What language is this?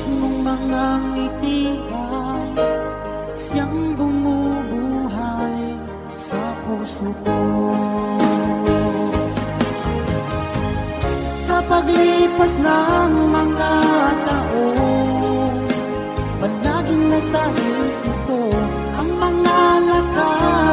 Filipino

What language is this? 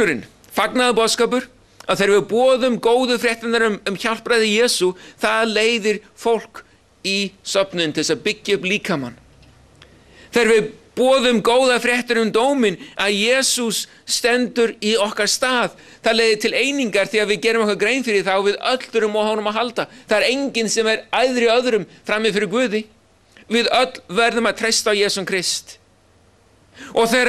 Icelandic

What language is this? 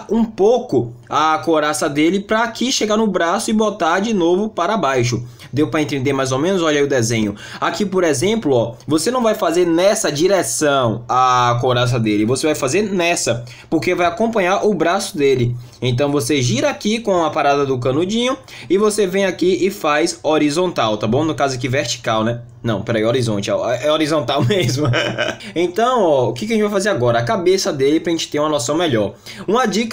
Portuguese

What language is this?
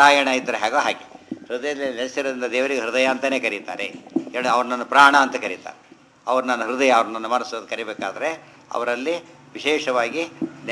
Kannada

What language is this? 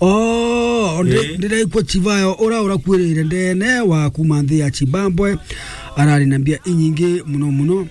Meru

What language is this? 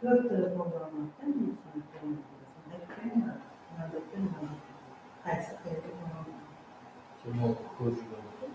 Kara-Kalpak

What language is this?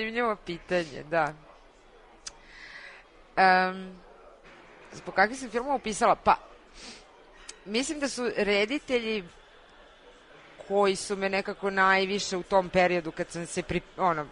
Serbian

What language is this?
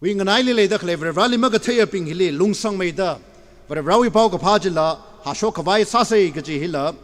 Tangkhul Naga (India)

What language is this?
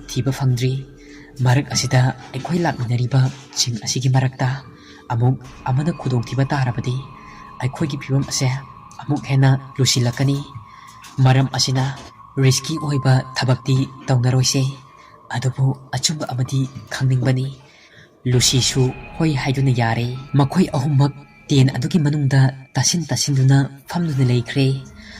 Manipuri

